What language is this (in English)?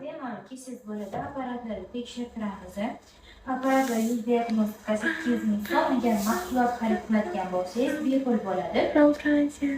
Uzbek